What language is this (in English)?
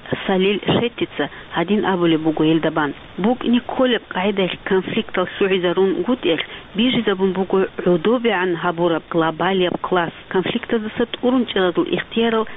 Avaric